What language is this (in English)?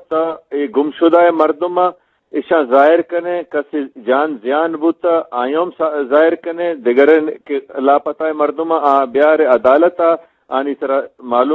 Eastern Balochi